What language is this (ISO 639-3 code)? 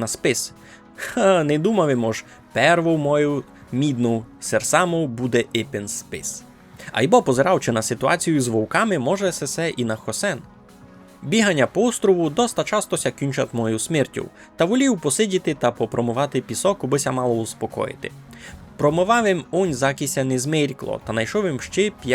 rue